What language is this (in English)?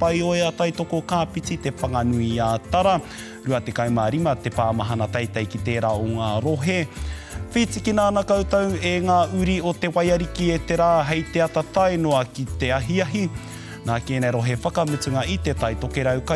Māori